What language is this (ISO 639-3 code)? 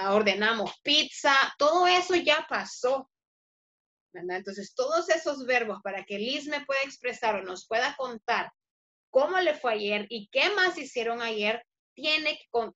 spa